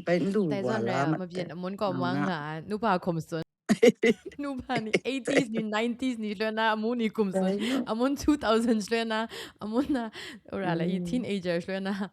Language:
Kachin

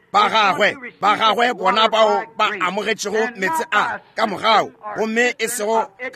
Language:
Northern Sotho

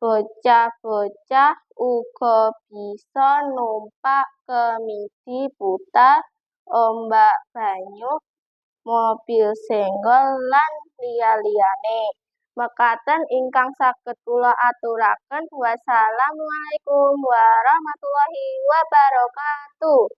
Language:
Javanese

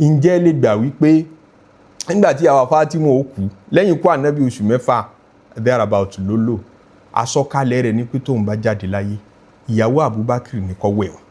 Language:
Yoruba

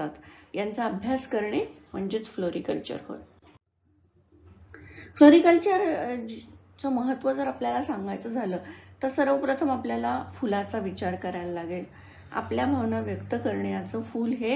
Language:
Marathi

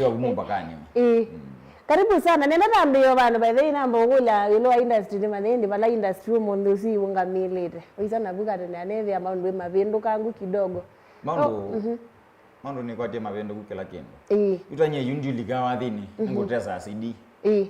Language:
Kamba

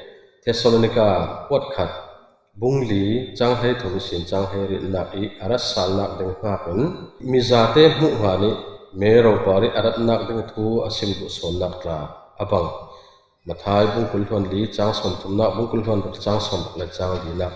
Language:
Falam Chin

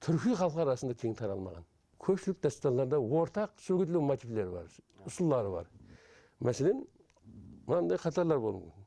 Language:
Kara-Kalpak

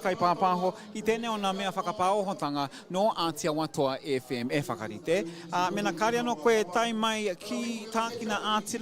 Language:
Māori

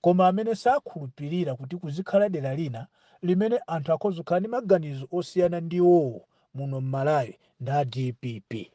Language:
Nyanja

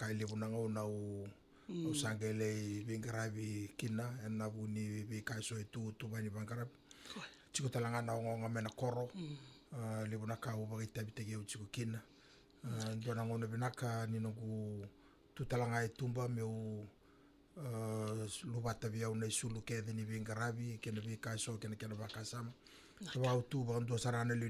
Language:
Fijian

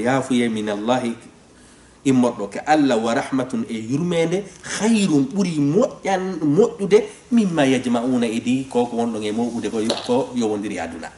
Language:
Fula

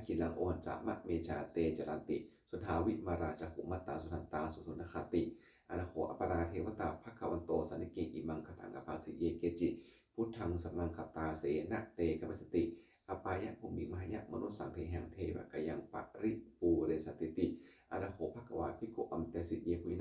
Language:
Pali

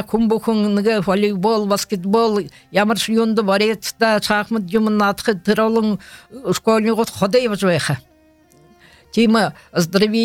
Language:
Buriat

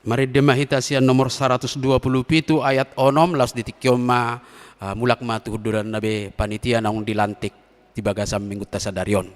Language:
Batak Toba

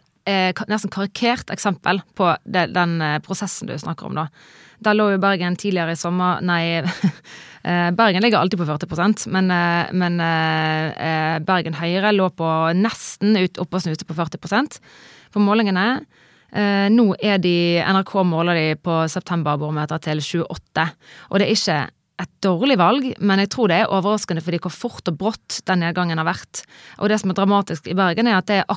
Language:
Norwegian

